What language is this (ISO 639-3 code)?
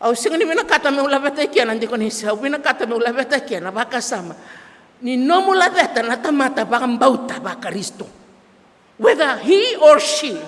fij